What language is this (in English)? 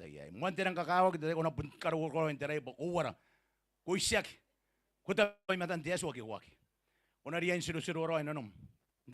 Gilbertese